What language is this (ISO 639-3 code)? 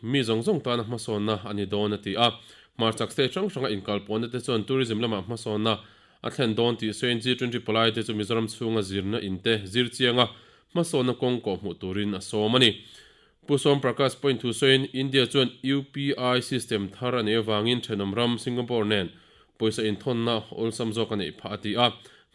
lus